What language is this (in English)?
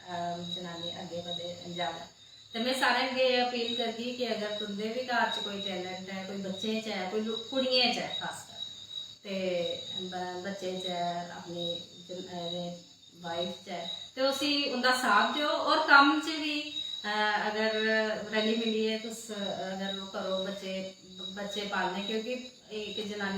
Dogri